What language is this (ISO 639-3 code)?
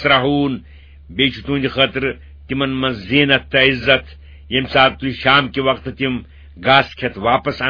kas